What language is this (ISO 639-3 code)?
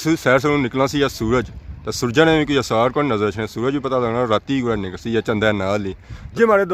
phr